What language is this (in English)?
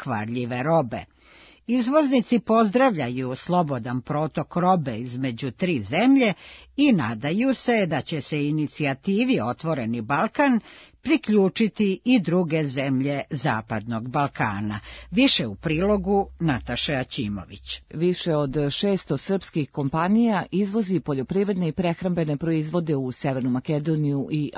Serbian